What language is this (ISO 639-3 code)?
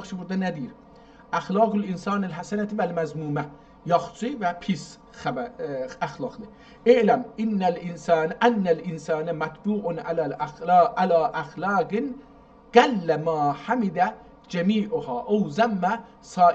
azb